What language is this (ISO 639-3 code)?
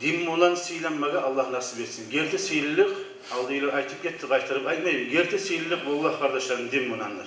kum